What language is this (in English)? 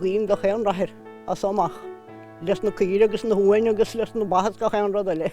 Irish